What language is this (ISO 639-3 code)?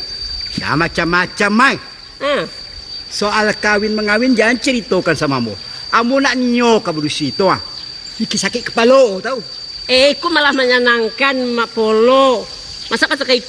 min